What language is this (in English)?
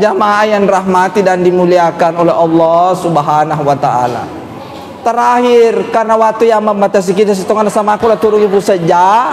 Buginese